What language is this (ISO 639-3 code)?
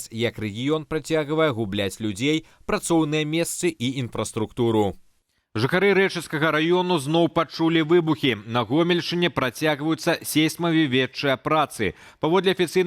bel